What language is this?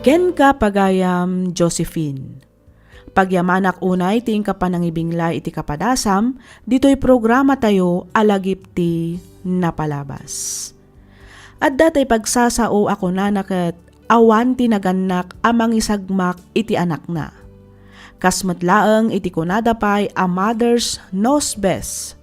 Iloko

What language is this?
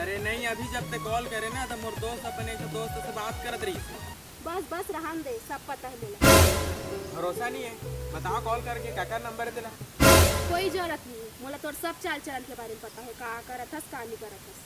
Chhattisgarhi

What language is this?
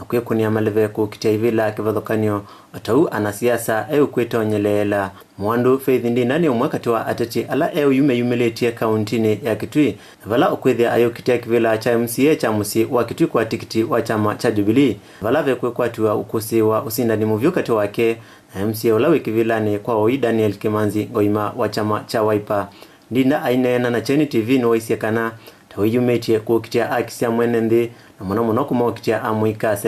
Kamba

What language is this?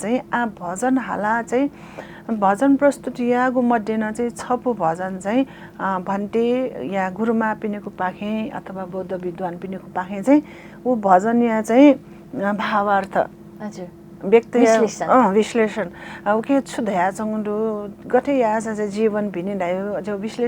Newari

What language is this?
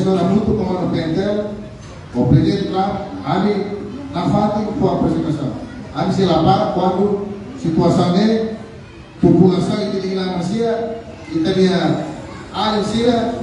Tetum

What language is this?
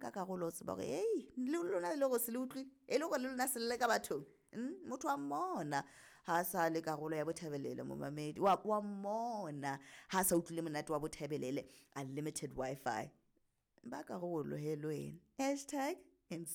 Southern Sotho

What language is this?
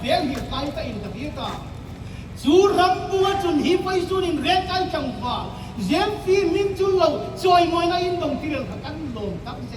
Hmar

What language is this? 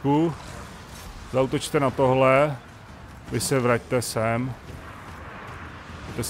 Czech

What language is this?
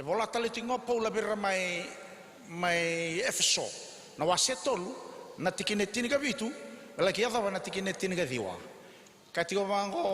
Fijian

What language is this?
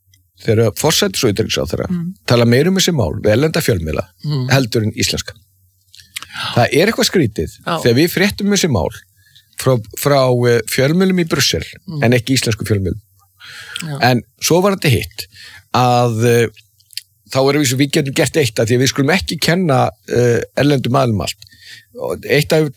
Icelandic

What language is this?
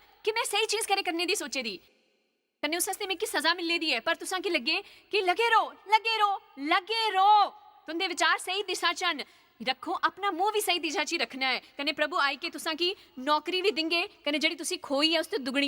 Dogri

